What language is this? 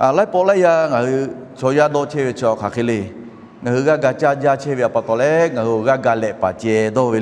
Lahu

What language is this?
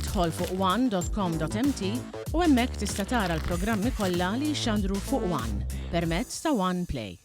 Maltese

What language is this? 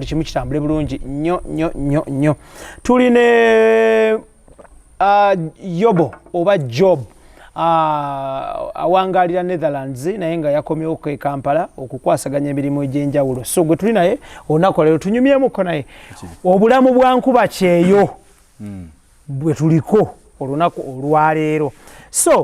Ganda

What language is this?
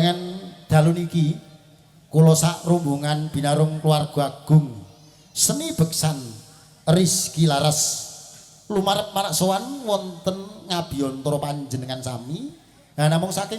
Javanese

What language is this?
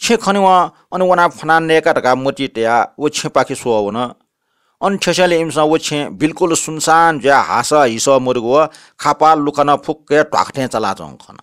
Newari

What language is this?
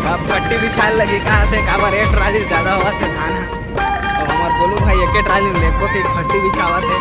Chhattisgarhi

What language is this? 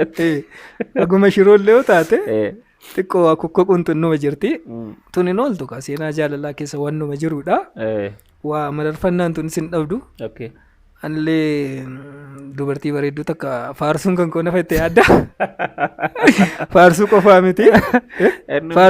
Oromo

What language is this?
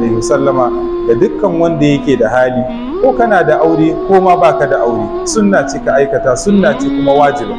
Hausa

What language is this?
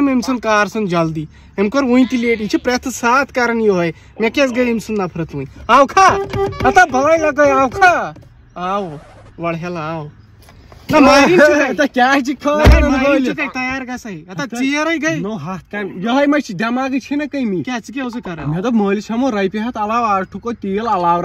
Kashmiri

